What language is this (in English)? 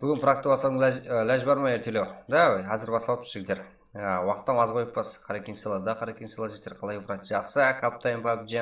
Kara-Kalpak